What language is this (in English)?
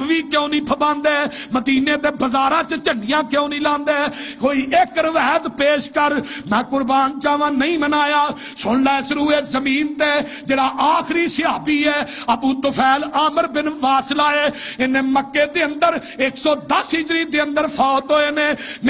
Western Panjabi